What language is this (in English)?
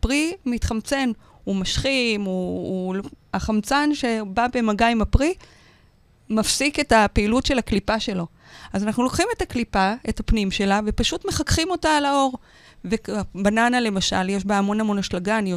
Hebrew